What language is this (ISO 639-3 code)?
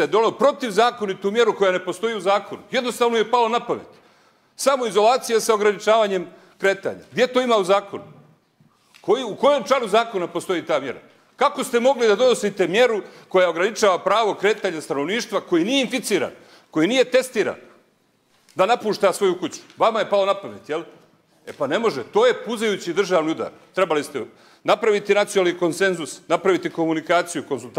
srp